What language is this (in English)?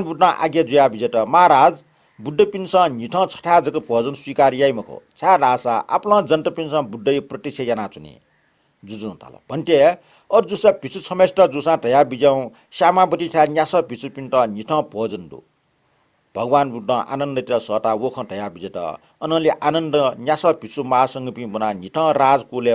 Newari